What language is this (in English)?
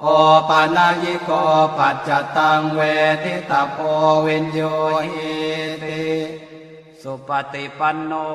Pali